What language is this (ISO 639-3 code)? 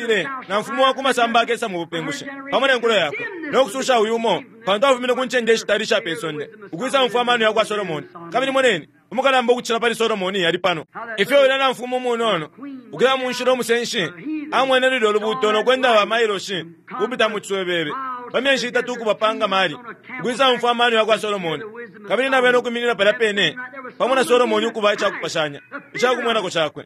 bem